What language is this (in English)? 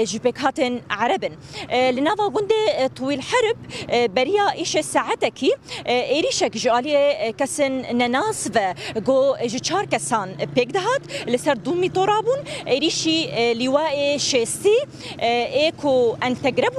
Kurdish